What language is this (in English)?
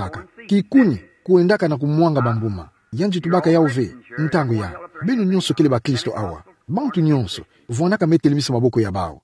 Kituba (Democratic Republic of Congo)